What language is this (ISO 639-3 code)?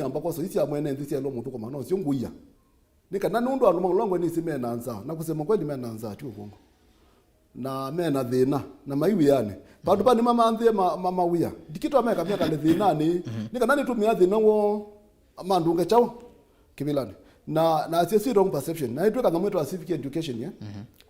kam